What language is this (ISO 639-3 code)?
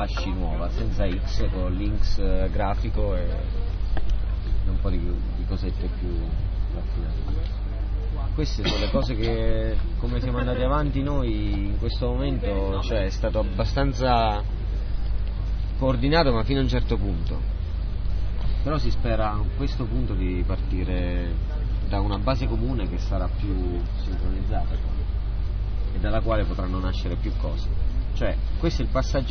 ita